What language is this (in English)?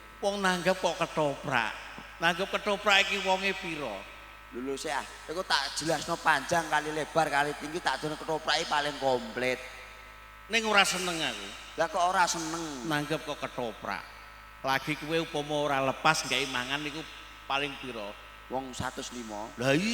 Javanese